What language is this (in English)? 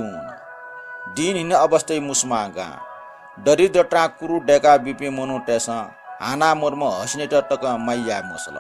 Newari